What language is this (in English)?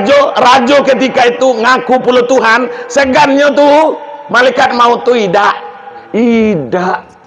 Minangkabau